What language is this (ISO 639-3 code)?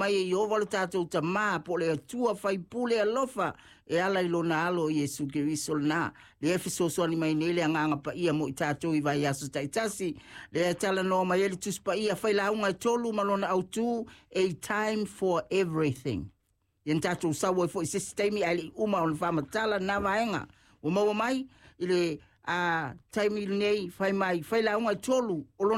smo